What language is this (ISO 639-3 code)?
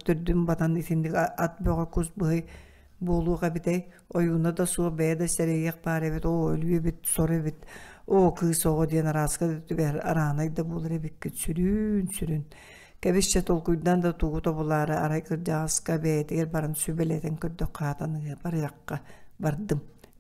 sah